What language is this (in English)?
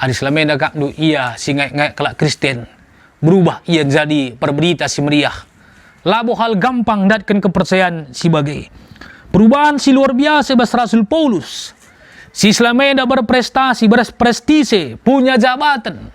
Batak Karo